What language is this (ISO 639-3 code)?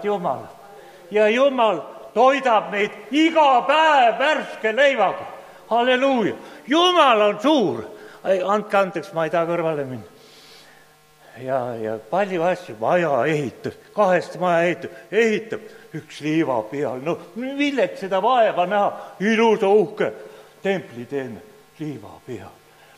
est